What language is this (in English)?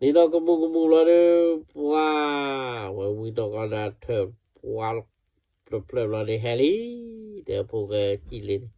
S'gaw Karen